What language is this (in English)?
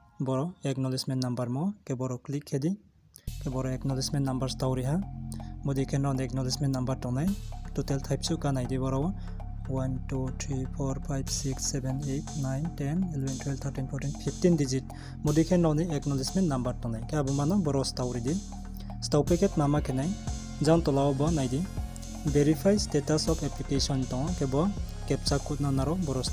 Riang (India)